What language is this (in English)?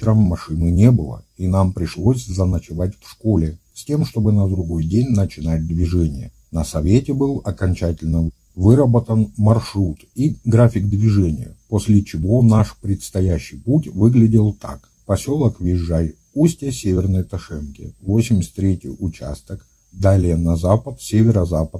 Russian